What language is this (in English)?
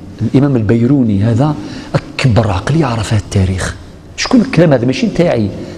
Algerian Arabic